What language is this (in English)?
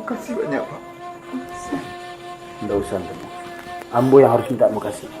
Minangkabau